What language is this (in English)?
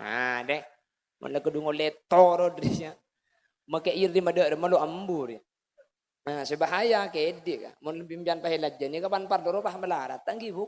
Madurese